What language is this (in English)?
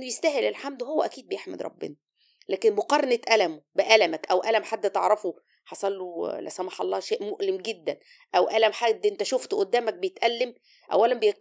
Egyptian Arabic